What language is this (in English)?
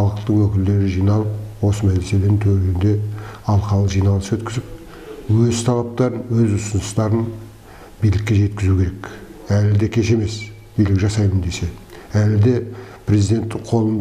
Kazakh